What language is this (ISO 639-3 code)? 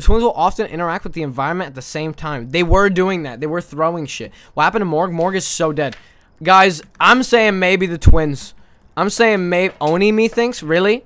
eng